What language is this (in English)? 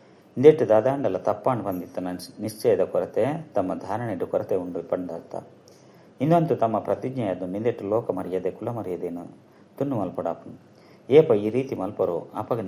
Tulu